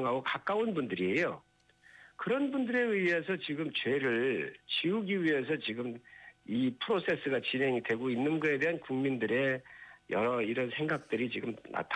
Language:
Korean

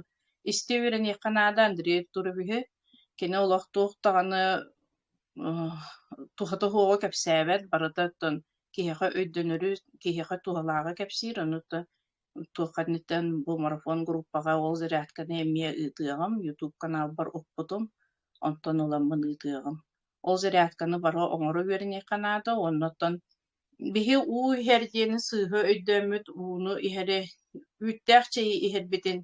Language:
Yakut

